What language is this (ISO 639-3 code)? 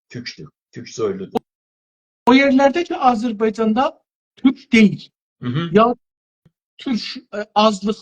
azb